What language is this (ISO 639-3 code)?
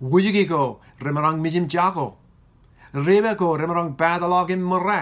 mah